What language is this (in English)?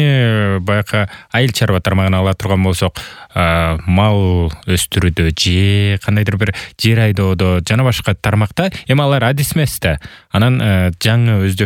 Kyrgyz